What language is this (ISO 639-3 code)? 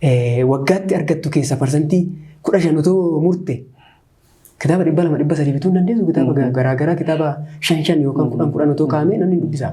orm